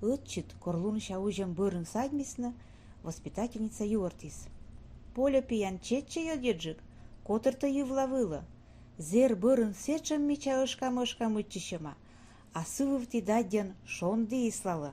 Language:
Komi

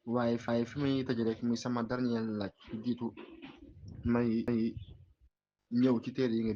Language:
Wolof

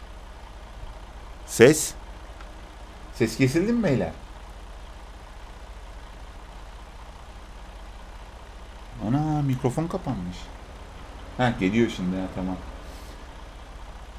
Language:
Turkish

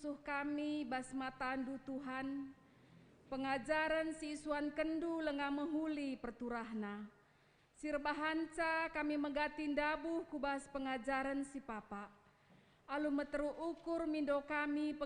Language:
Batak Karo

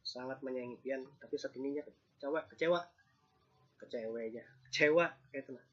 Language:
Banjar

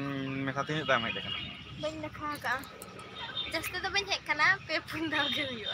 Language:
Santali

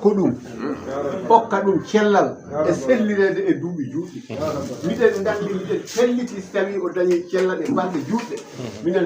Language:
Fula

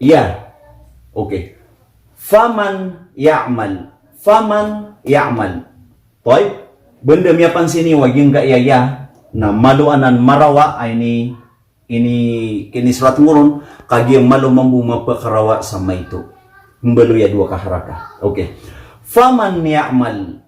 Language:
Maranao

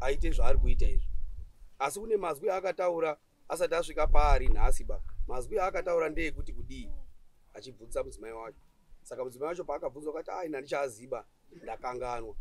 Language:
Shona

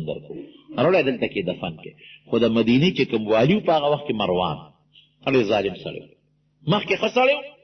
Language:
Pashto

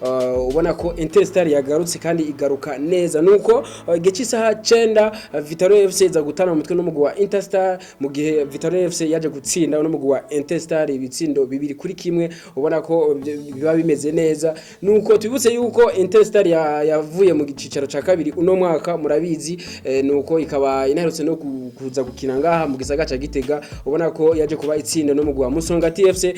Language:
Rundi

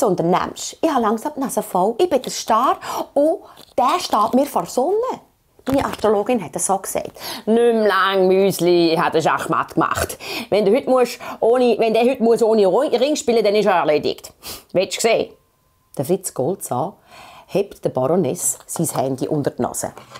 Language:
Swiss German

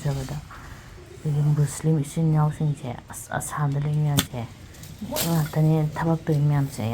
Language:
Manipuri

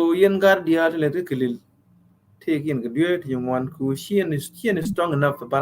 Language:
Nuer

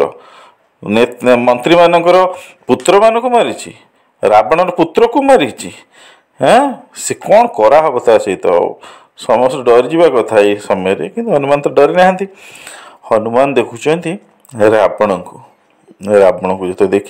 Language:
Odia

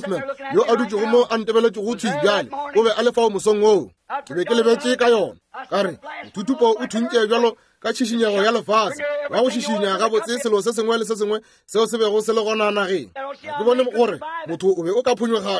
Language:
Northern Sotho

